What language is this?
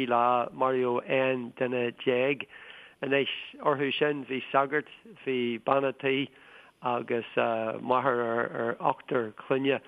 Irish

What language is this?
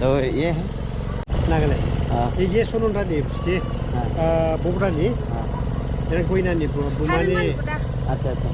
Dimasa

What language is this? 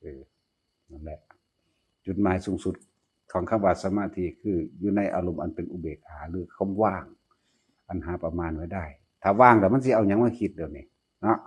Northeastern Thai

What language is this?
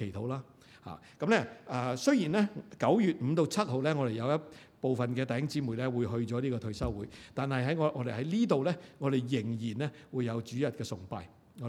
Cantonese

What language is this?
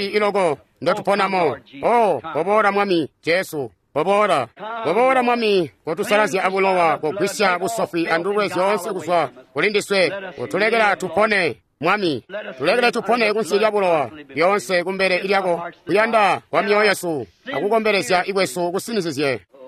Tonga (Zambia)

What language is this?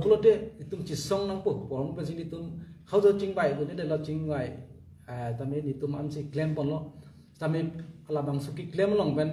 Karbi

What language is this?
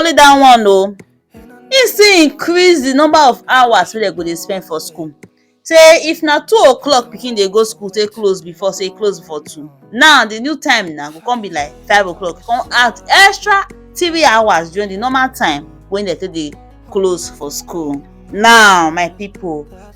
Nigerian Pidgin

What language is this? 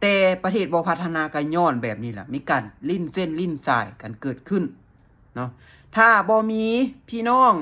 Lao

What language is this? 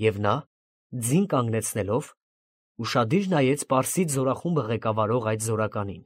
Armenian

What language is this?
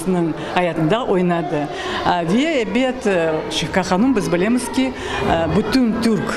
Crimean Tatar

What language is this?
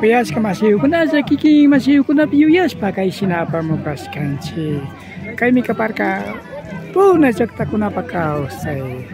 Imbabura Highland Quichua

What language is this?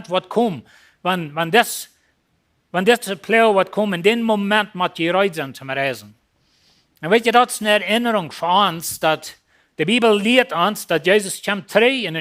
Plautdietsch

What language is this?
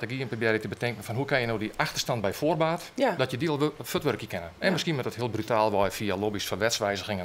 Western Frisian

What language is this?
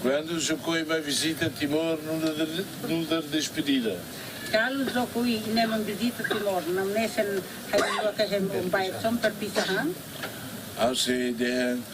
Tetum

